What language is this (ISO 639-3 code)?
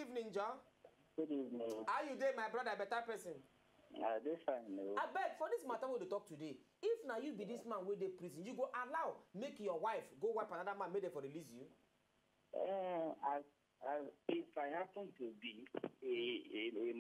pcm